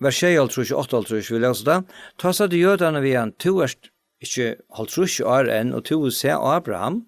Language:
Faroese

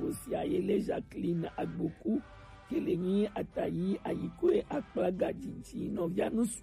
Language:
Gen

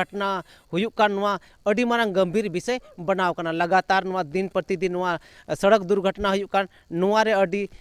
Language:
Santali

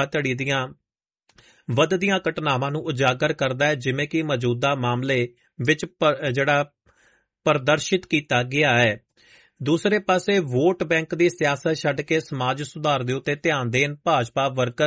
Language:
Punjabi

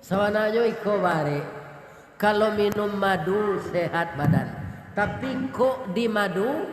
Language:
Minangkabau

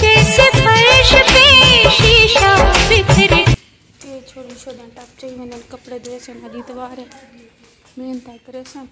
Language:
Saraiki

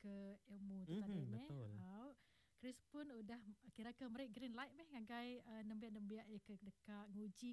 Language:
Iban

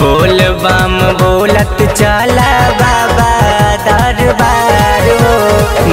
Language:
Bhojpuri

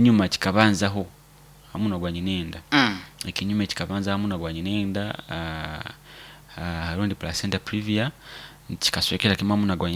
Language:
Nyoro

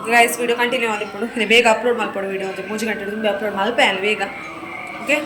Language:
Tulu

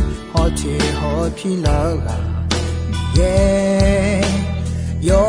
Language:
Akha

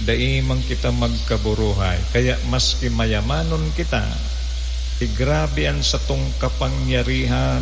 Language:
Bikol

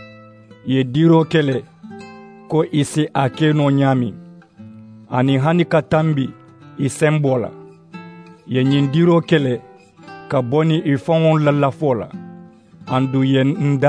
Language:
Mandingo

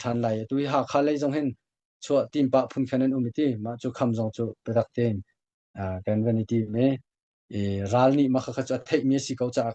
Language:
Hakha Chin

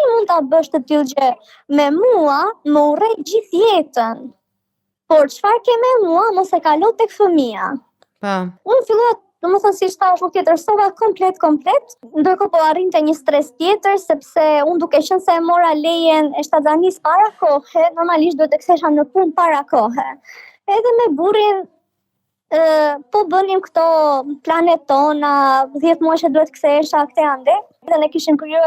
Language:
Albanian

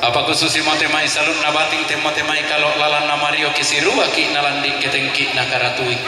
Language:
Toraja-Sa'dan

